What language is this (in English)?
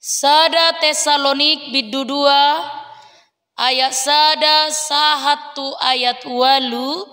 Batak Toba